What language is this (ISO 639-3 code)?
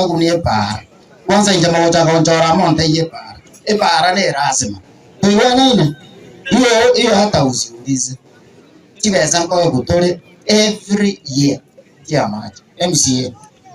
guz